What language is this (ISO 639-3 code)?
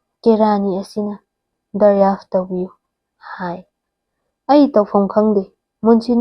mni